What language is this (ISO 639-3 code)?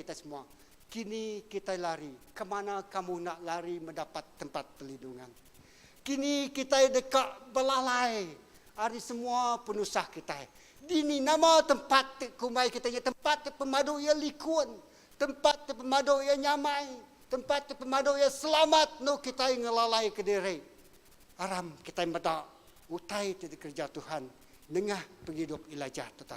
iba